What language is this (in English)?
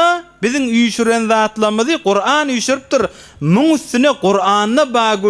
Turkmen